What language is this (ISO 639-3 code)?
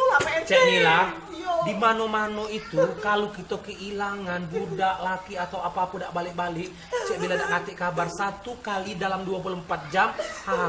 mui